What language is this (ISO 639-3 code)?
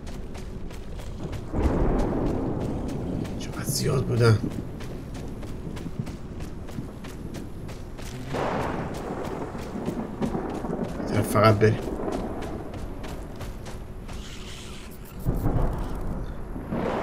fas